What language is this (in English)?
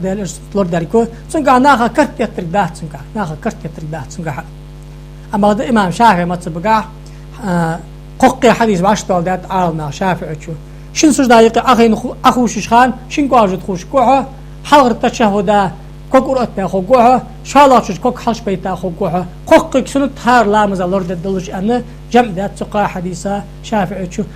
Ingush